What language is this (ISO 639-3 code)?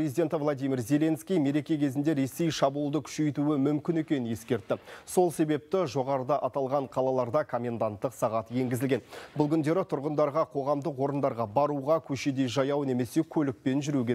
kaz